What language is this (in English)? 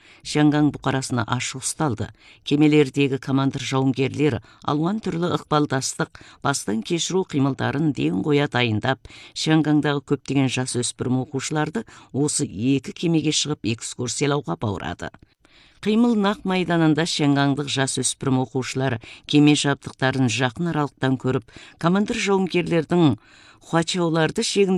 Kazakh